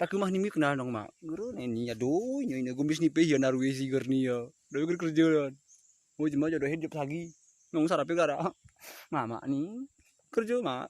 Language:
Gayo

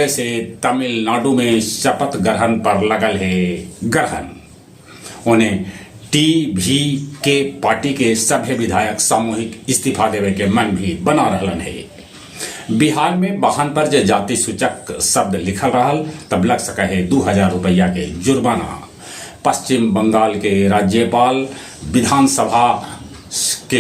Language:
Magahi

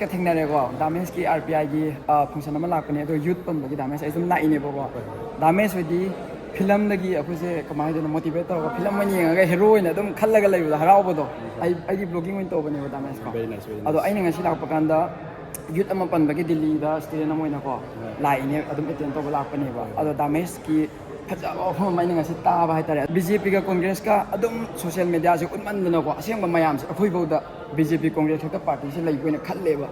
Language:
Manipuri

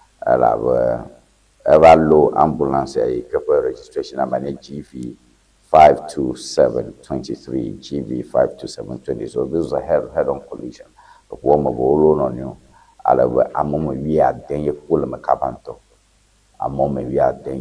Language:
Ewe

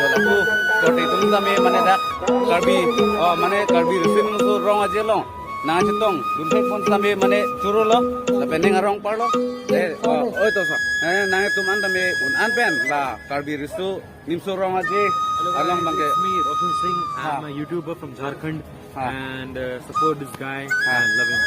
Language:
Karbi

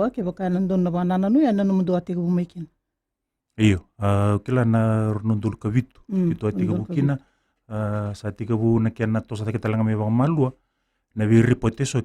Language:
Fijian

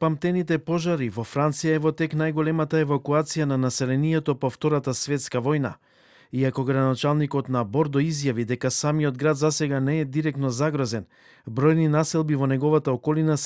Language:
Macedonian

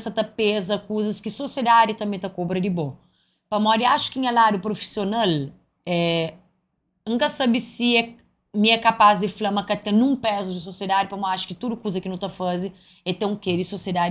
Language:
Kabuverdianu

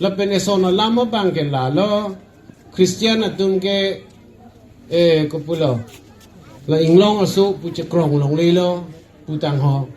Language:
Karbi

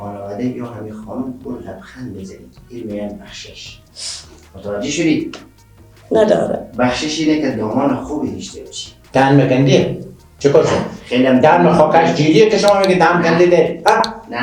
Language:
Persian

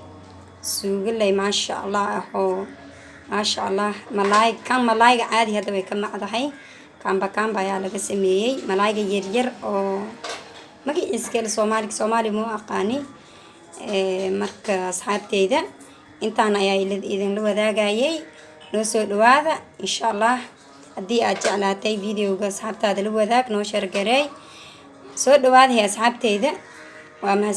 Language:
Somali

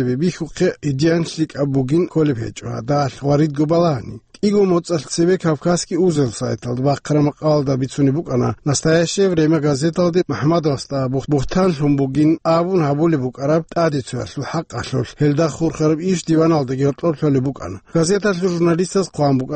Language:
Avaric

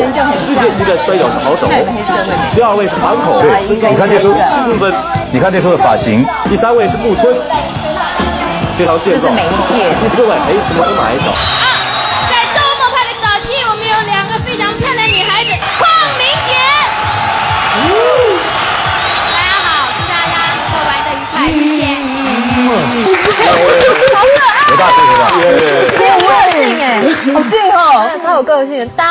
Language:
Chinese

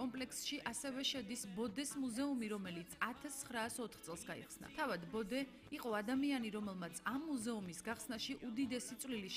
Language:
Georgian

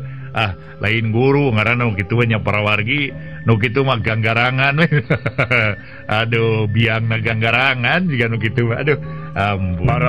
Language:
Sundanese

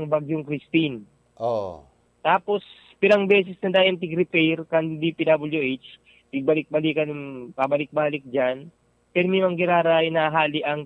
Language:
Bikol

